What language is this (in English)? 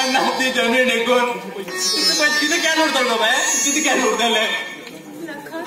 Konkani